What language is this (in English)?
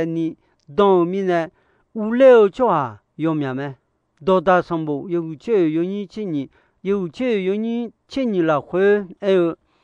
Akha